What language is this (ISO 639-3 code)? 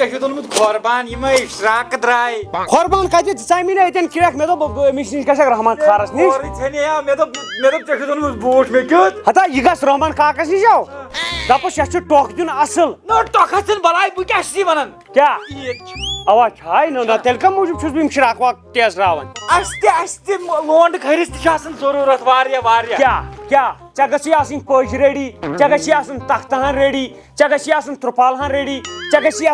kas